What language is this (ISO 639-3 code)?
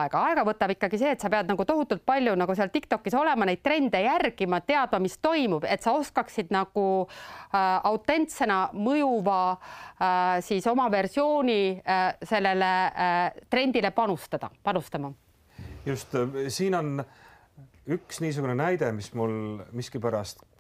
est